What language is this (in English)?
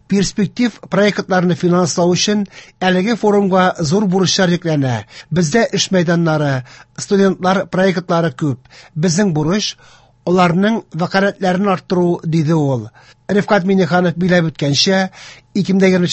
Tatar